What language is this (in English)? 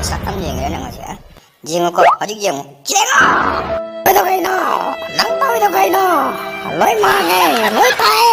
Manipuri